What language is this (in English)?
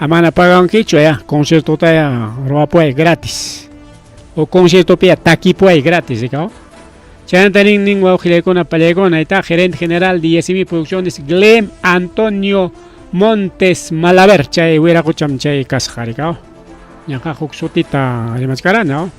Ayacucho Quechua